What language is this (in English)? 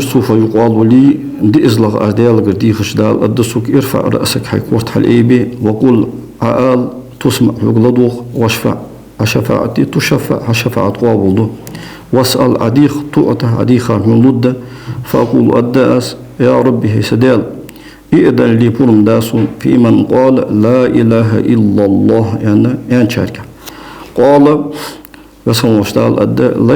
Ingush